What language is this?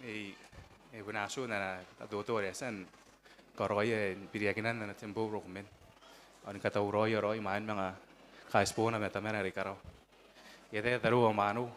Gilbertese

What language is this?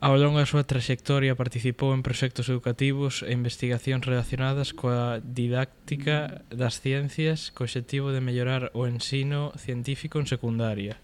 Galician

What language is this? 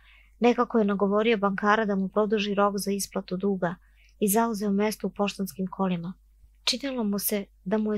Serbian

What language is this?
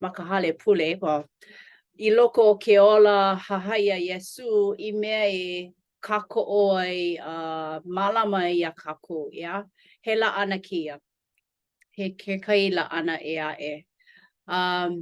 Hawaiian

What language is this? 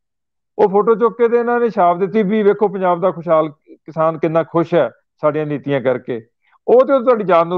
Punjabi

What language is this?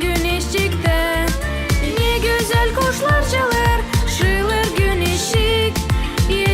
Gagauz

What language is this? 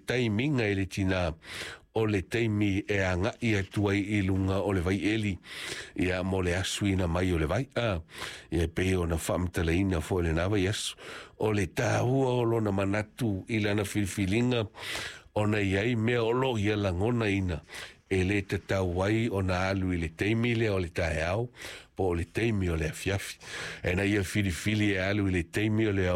Samoan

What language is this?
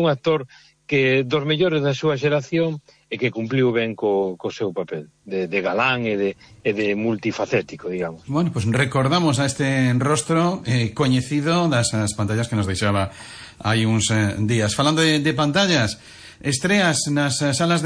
Galician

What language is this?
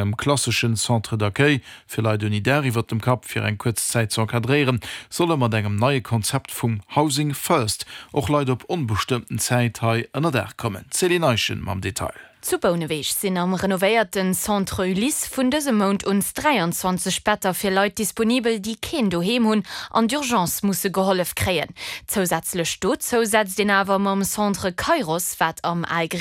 Luxembourgish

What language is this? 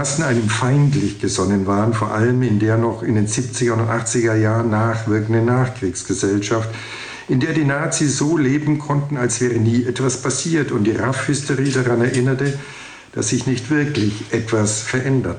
German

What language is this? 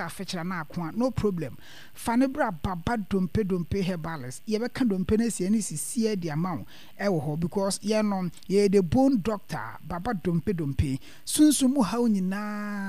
Akan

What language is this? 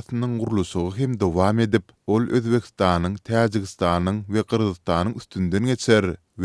Turkmen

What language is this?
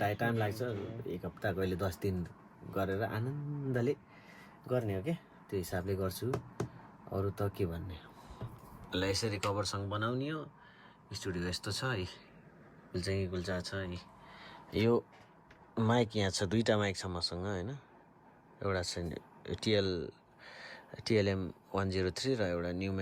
Nepali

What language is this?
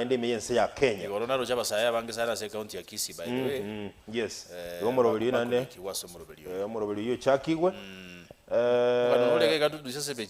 Gusii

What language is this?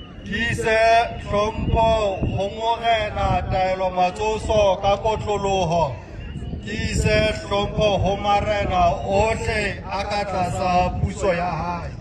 Southern Sotho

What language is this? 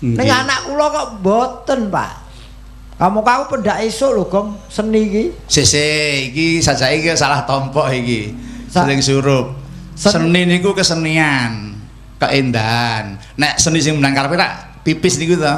Javanese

